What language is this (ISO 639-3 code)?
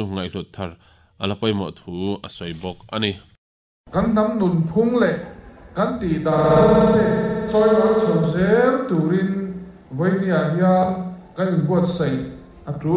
lus